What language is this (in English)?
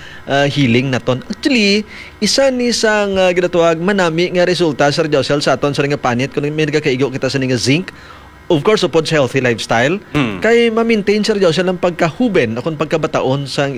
Hiligaynon